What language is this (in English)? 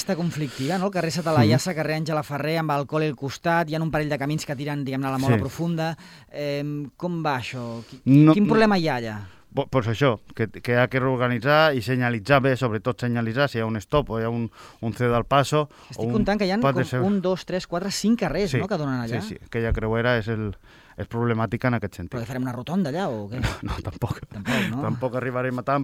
Catalan